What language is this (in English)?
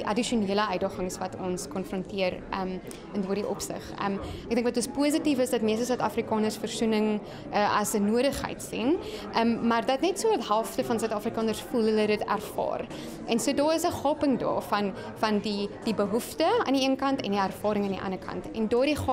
Afrikaans